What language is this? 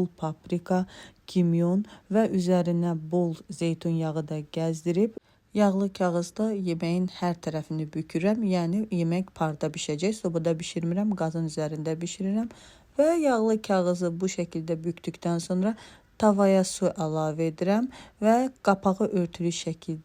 Azerbaijani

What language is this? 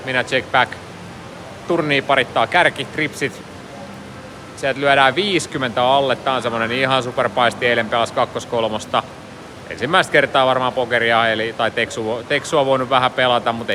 Finnish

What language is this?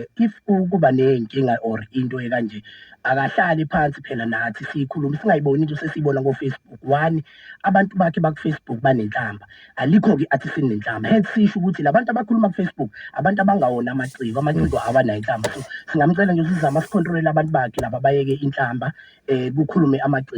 Zulu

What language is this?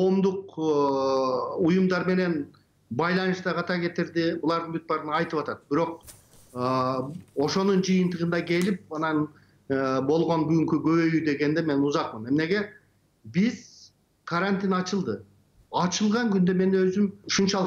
Kyrgyz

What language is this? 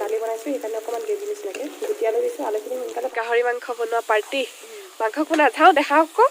Assamese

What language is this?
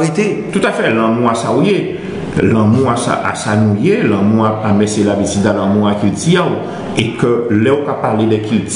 Guadeloupean Creole French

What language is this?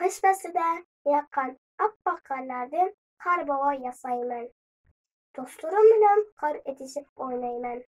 Uyghur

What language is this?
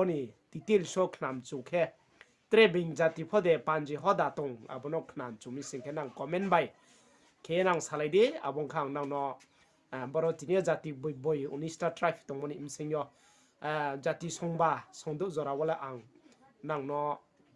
Riang (India)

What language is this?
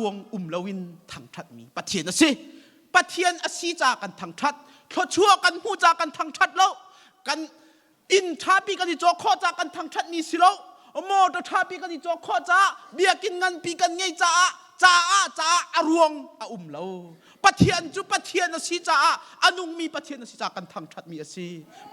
Hakha Chin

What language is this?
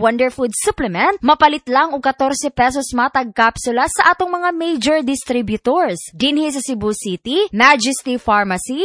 Cebuano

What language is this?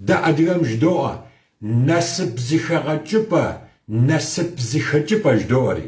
Kabardian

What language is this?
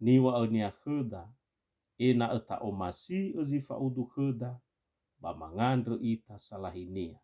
Nias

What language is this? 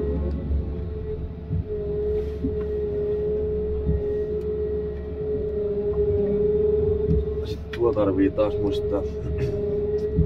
Finnish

